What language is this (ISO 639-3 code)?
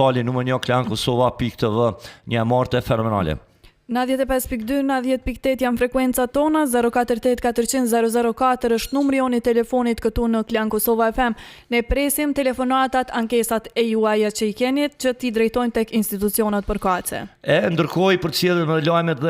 sqi